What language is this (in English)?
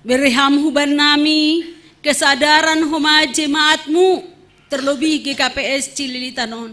Batak Simalungun